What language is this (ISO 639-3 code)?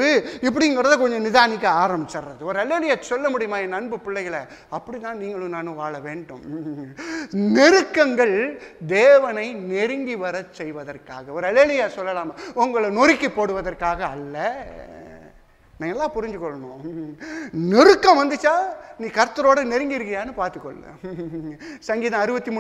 tam